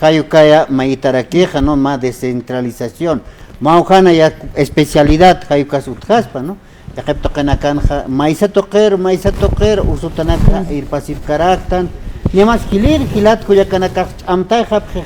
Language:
Aymara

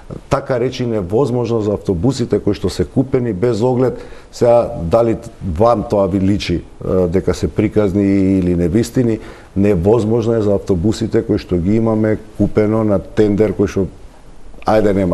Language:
Macedonian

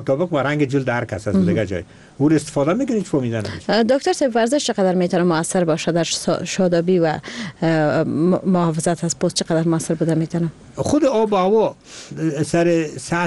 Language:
Persian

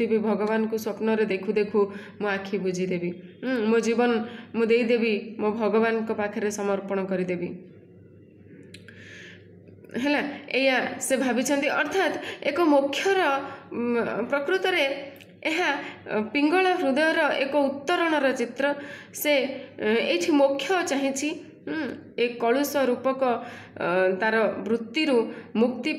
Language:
Odia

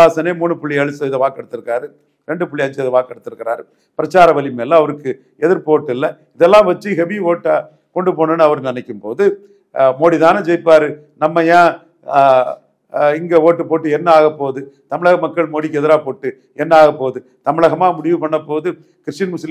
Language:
Tamil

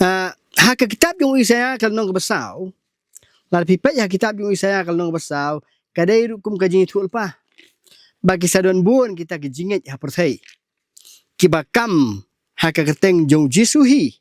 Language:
Khasi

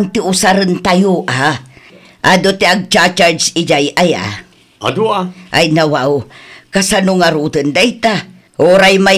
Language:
Iloko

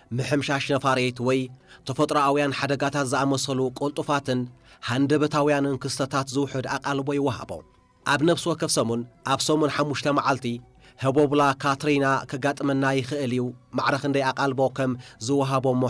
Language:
Tigrinya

